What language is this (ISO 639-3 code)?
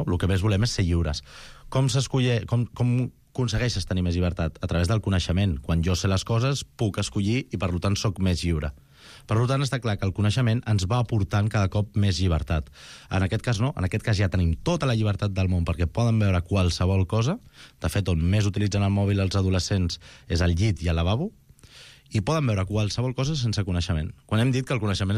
cat